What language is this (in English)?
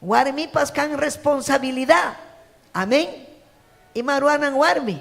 Ayacucho Quechua